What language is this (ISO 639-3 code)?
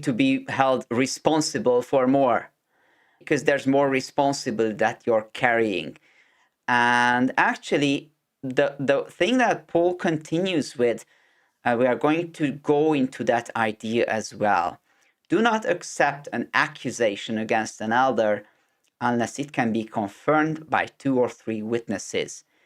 eng